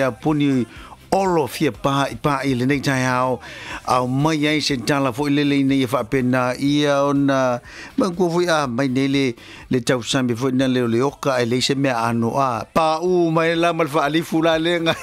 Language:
Samoan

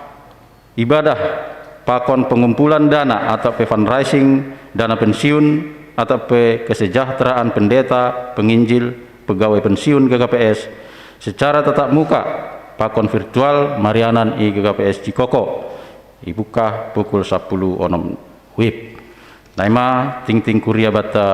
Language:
Batak Simalungun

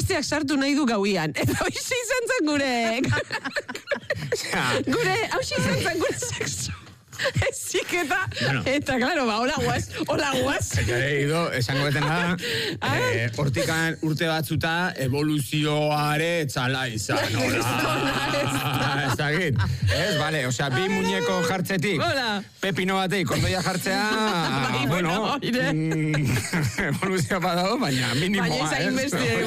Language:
Basque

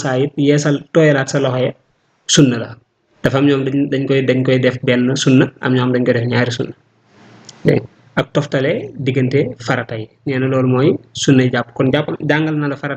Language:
Wolof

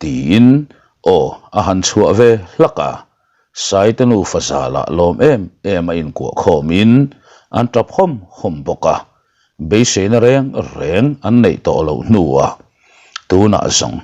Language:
Mizo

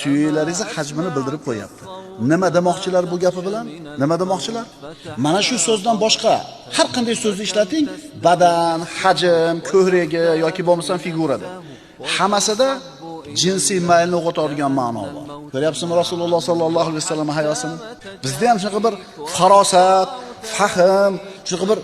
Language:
Uzbek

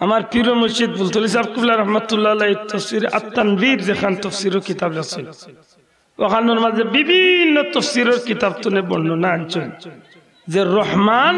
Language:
Sylheti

